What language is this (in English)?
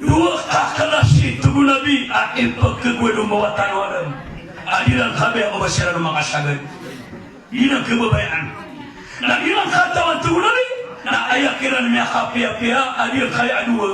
Maranao